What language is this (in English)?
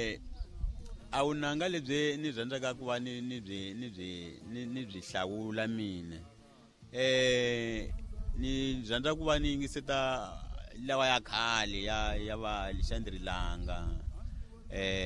Tsonga